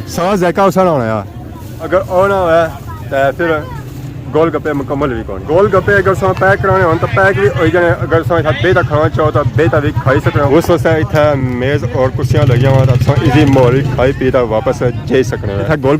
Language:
Pahari-Potwari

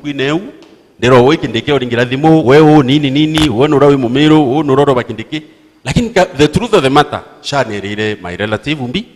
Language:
Meru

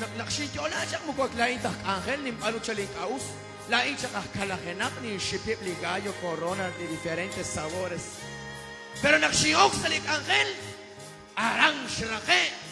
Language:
Kekchí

